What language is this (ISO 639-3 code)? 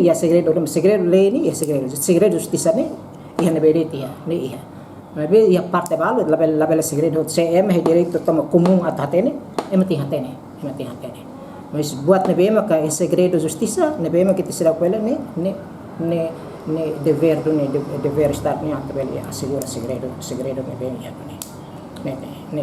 tet